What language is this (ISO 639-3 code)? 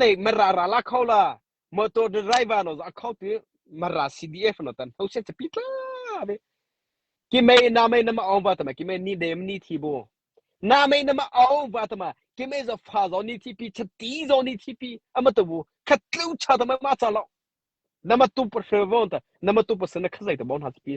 mrh